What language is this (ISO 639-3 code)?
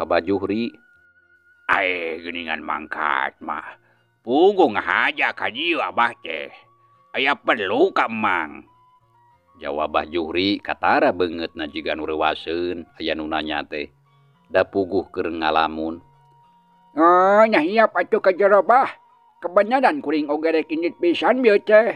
sun